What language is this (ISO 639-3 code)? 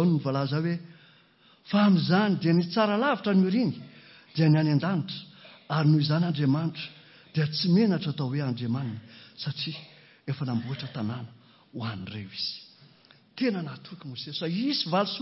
mlg